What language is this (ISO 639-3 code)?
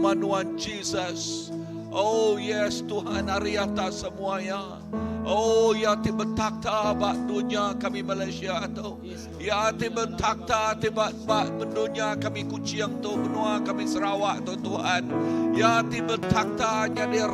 iba